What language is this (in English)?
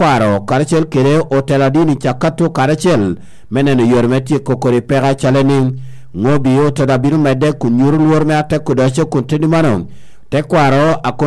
Lango (Uganda)